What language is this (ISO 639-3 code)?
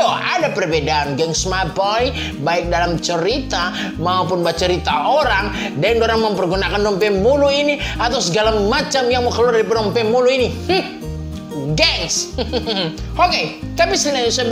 xmm